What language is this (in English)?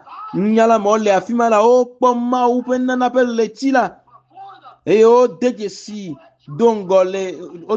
Ewe